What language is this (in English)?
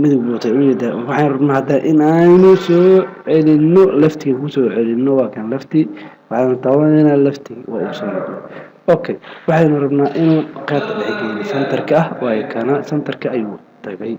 Somali